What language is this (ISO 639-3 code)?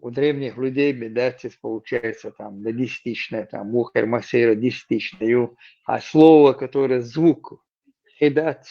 che